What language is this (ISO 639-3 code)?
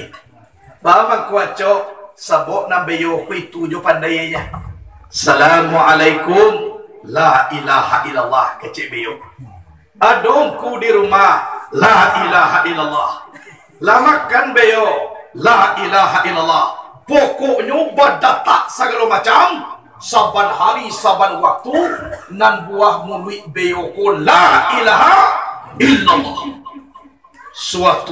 min